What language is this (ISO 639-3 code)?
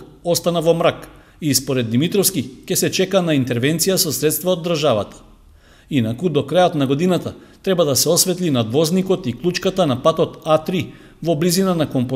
mkd